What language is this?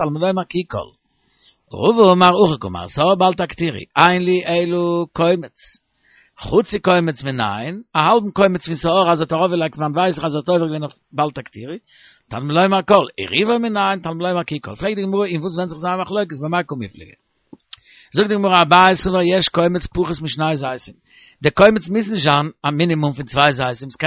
Yiddish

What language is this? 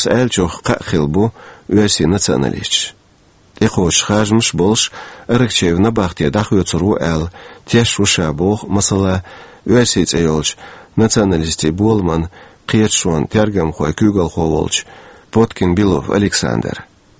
Chechen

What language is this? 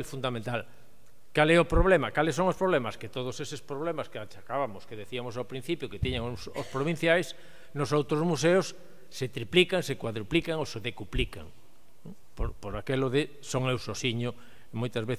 Galician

